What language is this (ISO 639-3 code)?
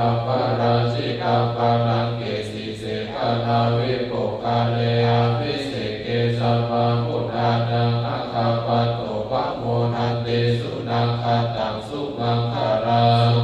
pli